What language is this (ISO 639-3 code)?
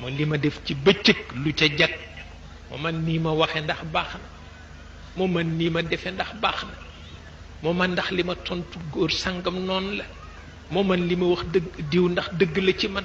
wol